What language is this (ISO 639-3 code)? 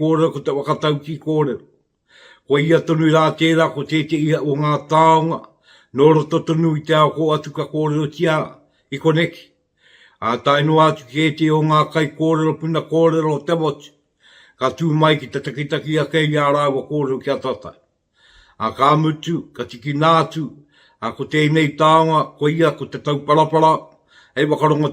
mri